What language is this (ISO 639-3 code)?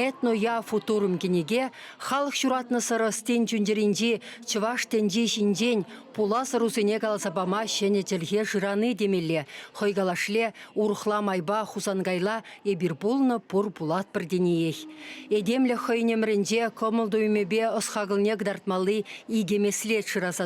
chv